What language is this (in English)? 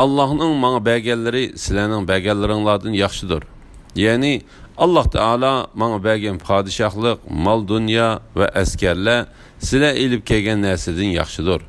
Uyghur